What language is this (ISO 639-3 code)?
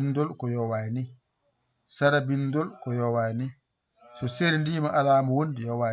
ful